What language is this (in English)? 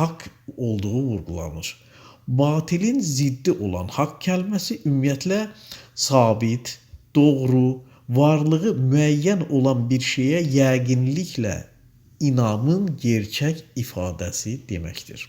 Azerbaijani